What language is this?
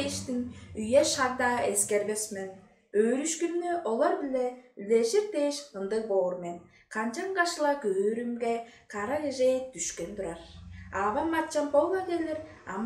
Tuvinian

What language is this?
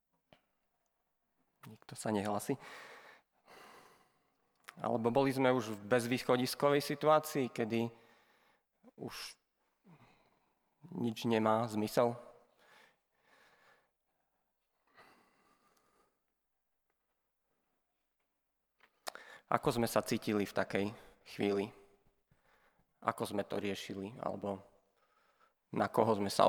Slovak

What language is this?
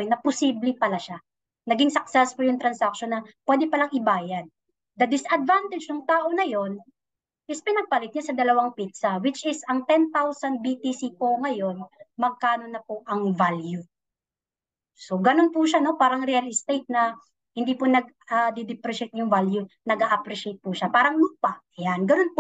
Filipino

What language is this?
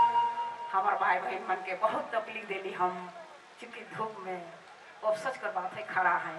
Sadri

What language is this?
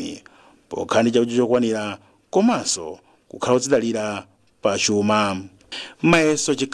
Nyanja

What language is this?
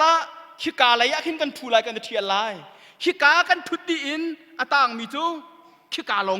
Hakha Chin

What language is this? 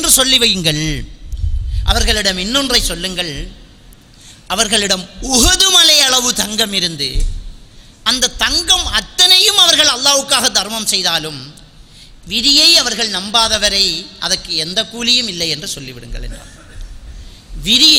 Tamil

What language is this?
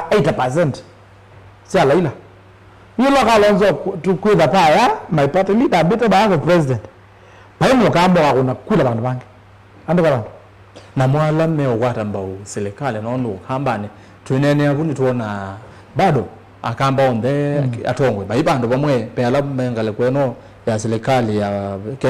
Kamba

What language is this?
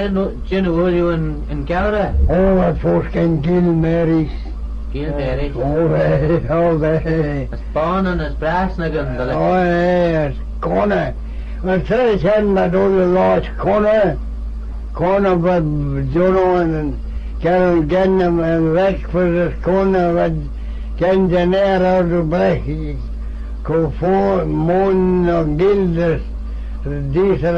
Manx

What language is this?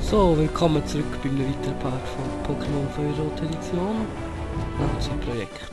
Swiss German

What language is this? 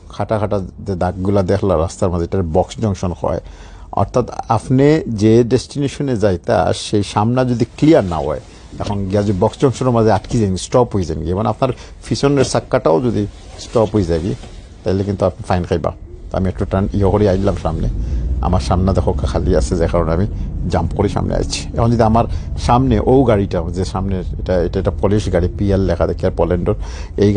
Sylheti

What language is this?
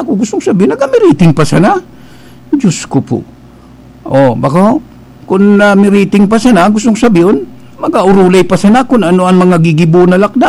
Bikol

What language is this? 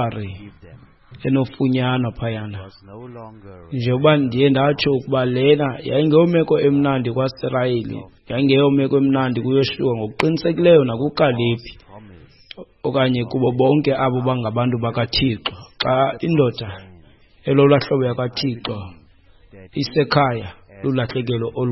Xhosa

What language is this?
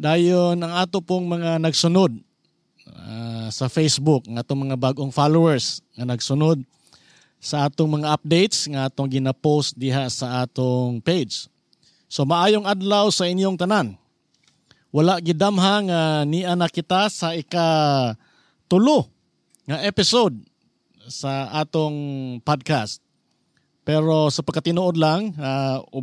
Cebuano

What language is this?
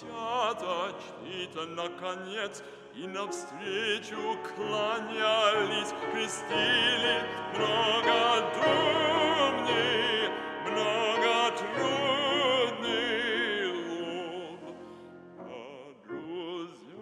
Russian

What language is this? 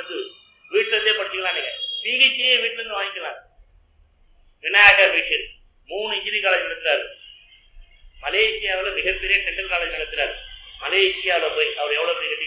Tamil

